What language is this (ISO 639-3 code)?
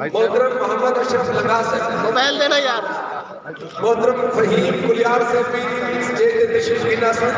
skr